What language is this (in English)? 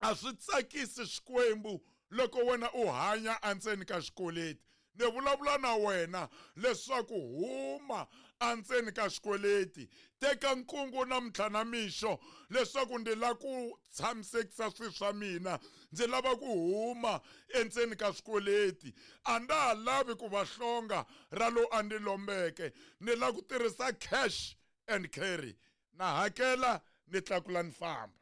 Tsonga